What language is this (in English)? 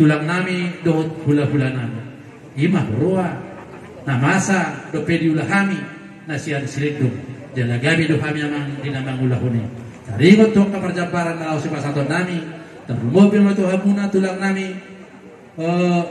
Batak Toba